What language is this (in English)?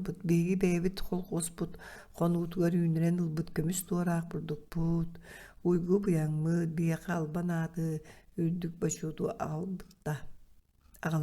Yakut